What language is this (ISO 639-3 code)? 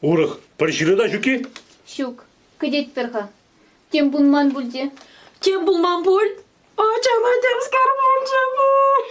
chv